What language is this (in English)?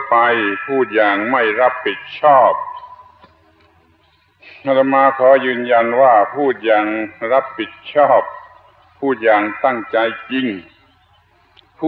Thai